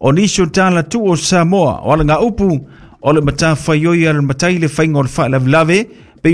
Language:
Samoan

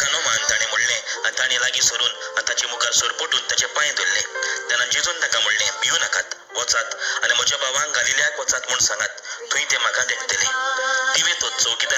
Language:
Konkani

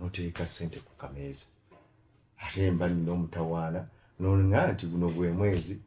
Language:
Ganda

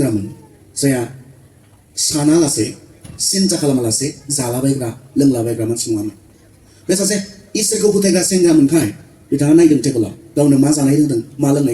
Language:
Bodo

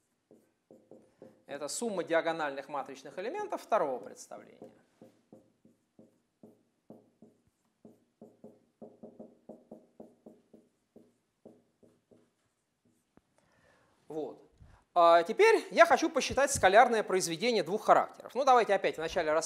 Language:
Russian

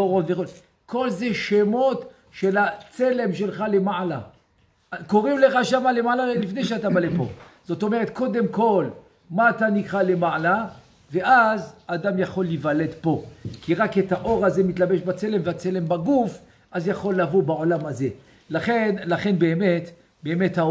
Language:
Hebrew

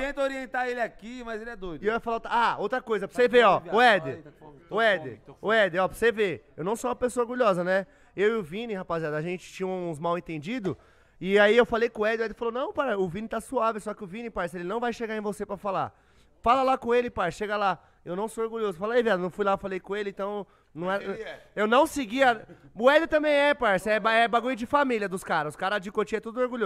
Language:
Portuguese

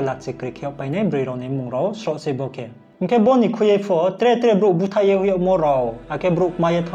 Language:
Riang (India)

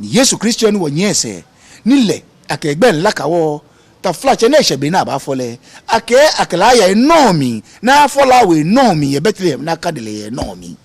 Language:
Ga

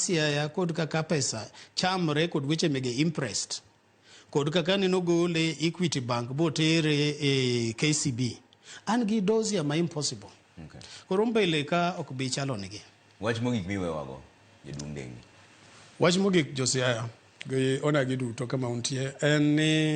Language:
Luo (Kenya and Tanzania)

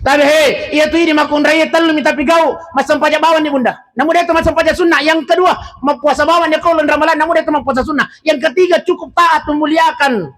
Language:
Buginese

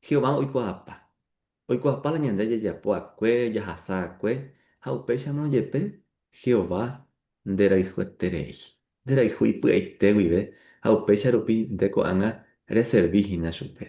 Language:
Guarani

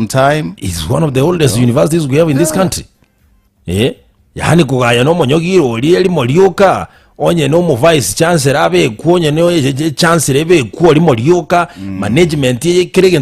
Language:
Gusii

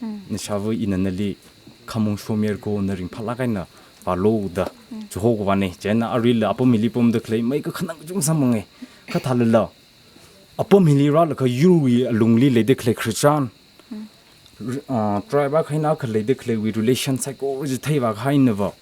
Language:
Tangkhul Naga (India)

